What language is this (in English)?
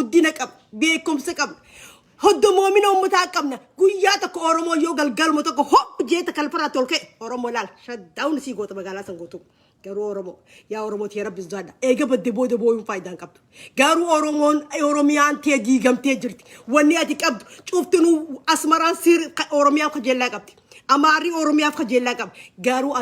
Oromo